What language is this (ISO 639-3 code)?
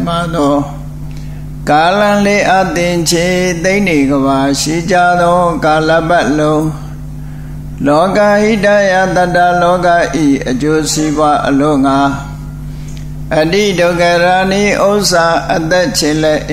mya